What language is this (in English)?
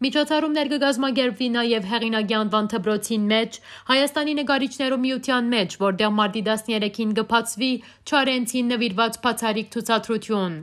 Western Armenian